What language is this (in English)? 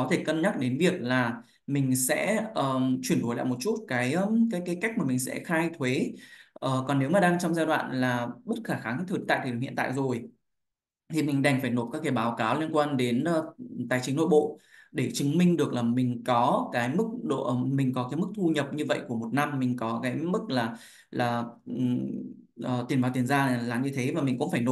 Vietnamese